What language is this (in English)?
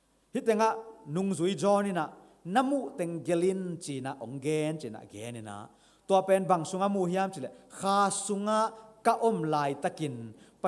Tedim Chin